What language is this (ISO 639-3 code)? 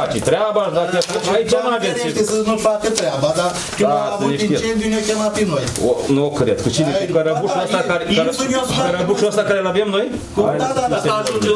ron